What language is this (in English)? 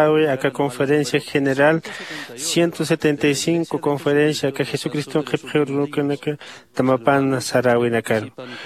Aymara